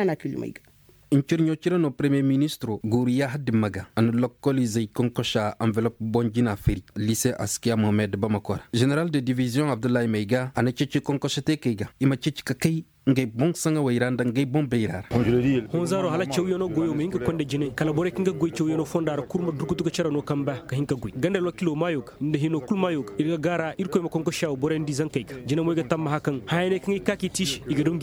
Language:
Koyraboro Senni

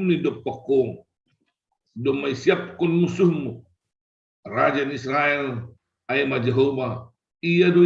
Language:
Batak Simalungun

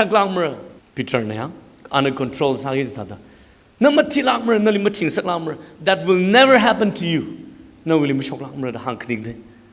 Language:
Tangkhul Naga (India)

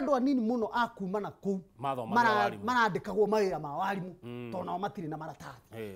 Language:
Kikuyu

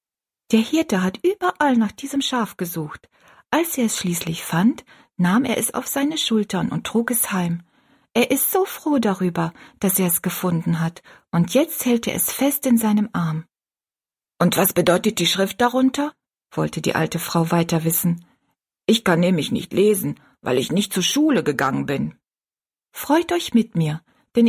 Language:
German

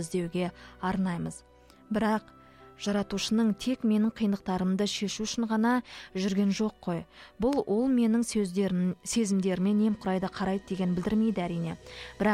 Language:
Kazakh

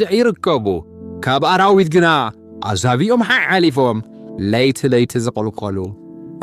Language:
Tigrinya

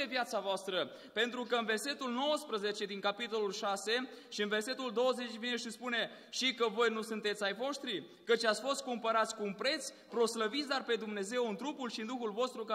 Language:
Romanian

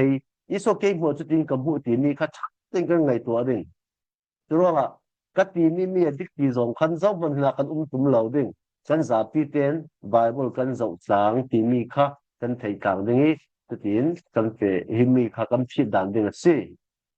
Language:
Falam Chin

